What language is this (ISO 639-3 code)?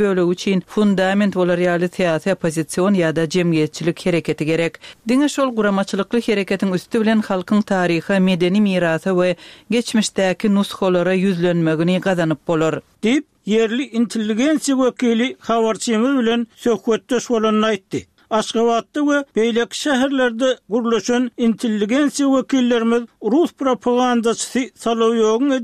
tuk